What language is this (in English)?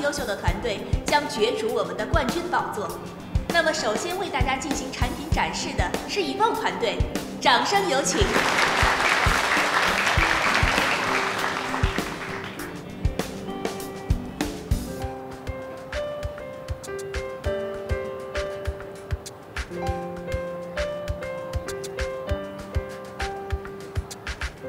Chinese